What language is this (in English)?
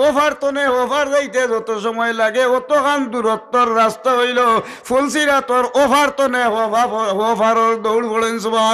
Sylheti